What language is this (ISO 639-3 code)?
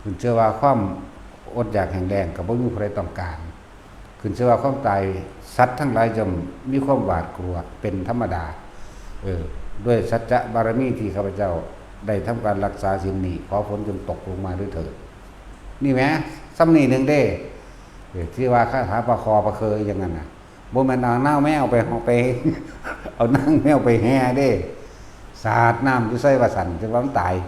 lao